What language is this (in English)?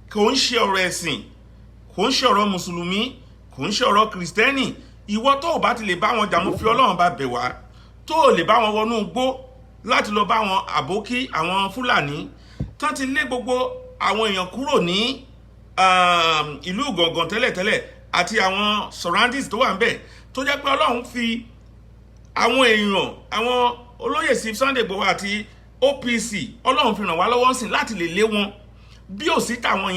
Yoruba